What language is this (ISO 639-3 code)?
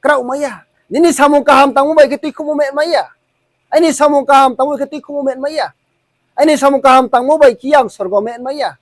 ria